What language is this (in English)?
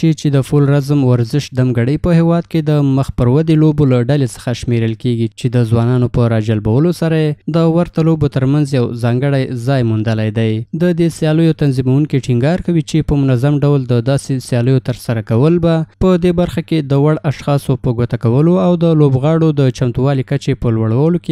Pashto